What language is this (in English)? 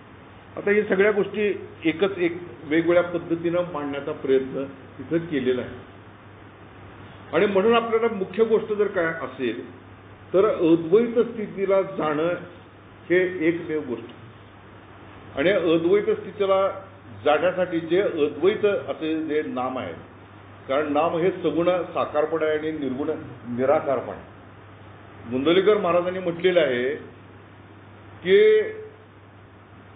Marathi